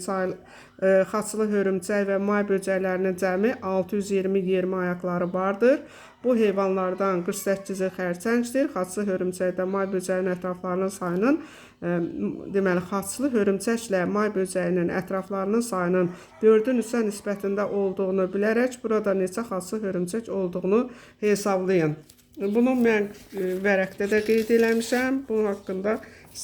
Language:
Azerbaijani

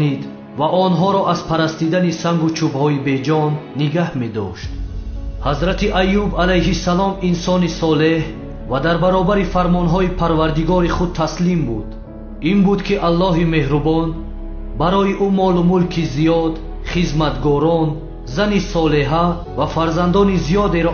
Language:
Tajik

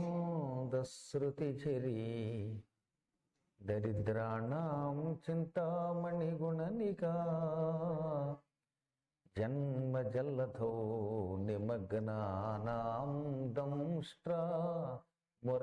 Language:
Telugu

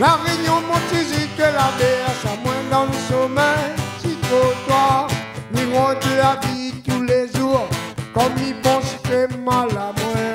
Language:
Réunion Creole French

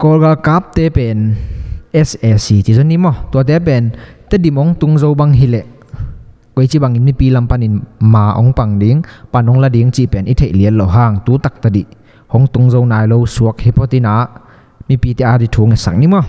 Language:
Tedim Chin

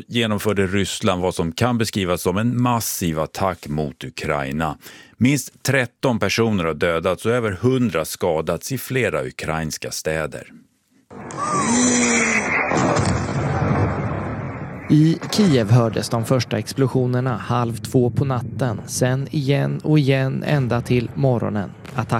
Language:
Swedish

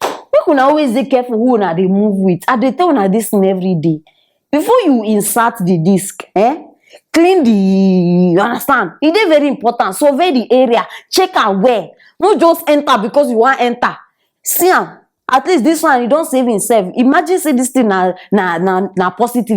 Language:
Nigerian Pidgin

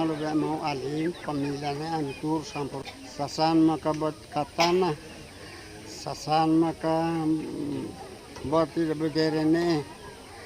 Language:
Tetum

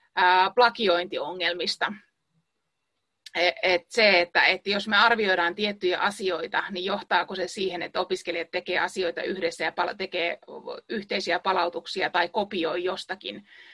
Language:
Finnish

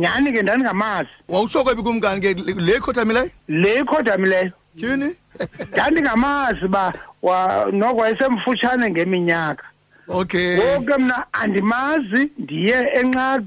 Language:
Xhosa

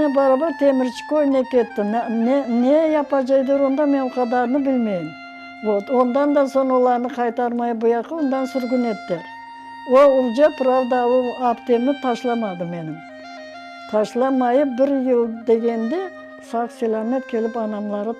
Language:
Crimean Tatar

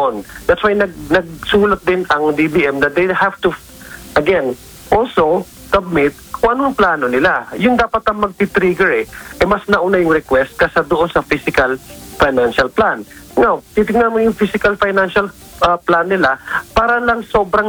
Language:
Filipino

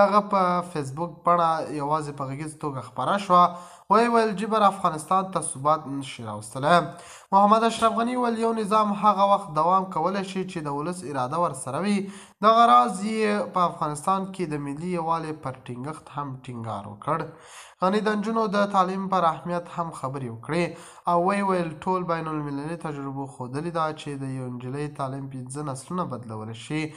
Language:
Pashto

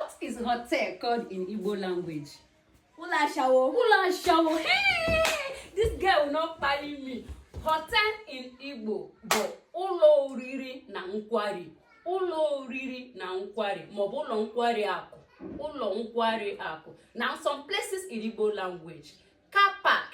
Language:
Igbo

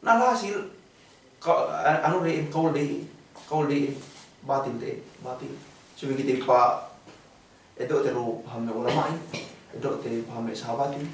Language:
Yakan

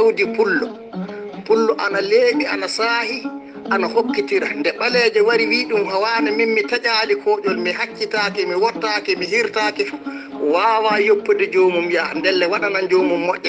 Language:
Fula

